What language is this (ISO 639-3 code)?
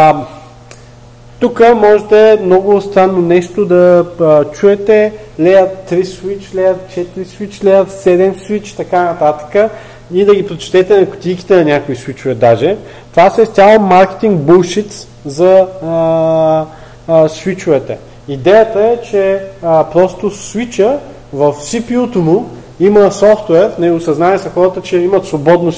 bul